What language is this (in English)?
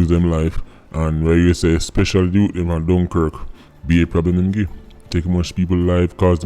Jamaican Creole English